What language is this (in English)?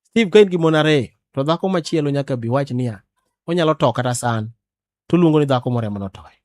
Luo (Kenya and Tanzania)